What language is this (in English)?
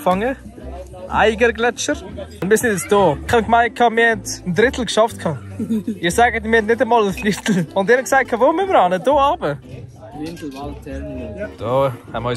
Swiss German